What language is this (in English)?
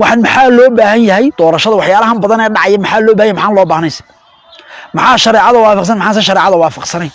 Somali